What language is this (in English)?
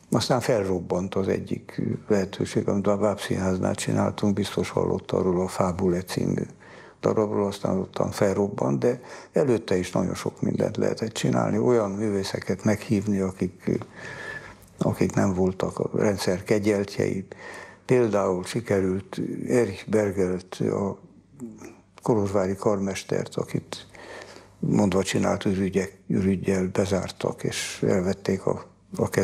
Hungarian